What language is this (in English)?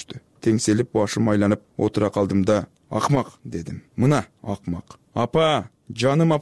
Kyrgyz